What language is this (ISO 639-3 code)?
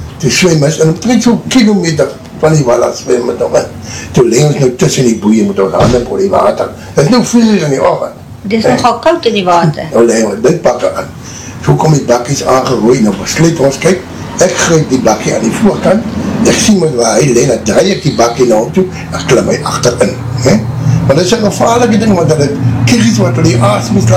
afr